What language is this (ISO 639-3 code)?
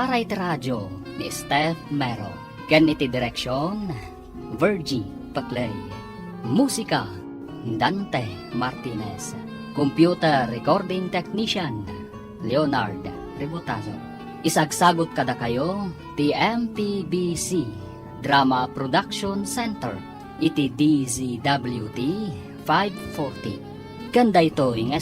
ilo